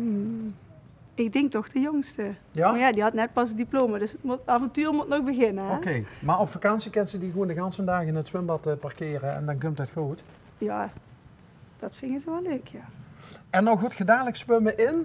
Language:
Limburgish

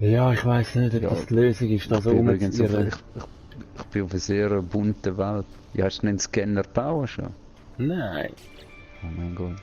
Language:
Swiss German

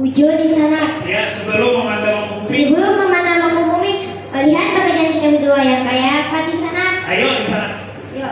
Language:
Banjar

